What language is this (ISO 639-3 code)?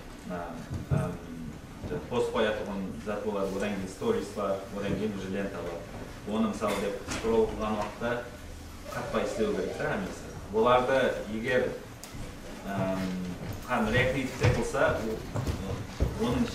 kaa